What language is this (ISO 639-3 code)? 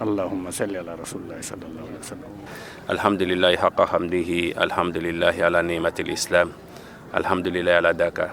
ful